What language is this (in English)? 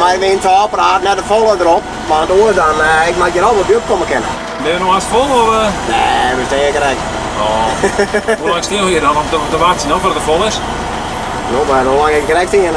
Western Frisian